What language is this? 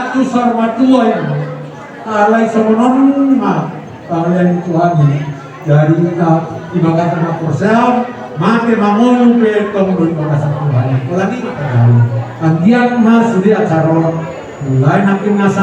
Batak Toba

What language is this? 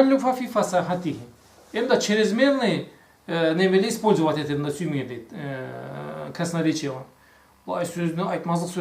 Karachay-Balkar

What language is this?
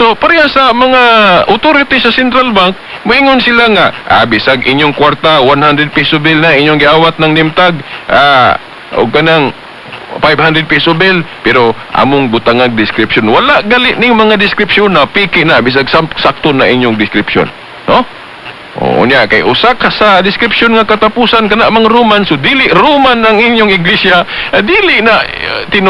Cebuano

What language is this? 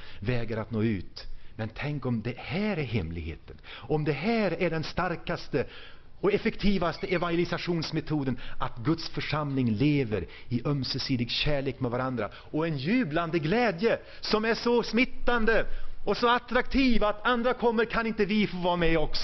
Swedish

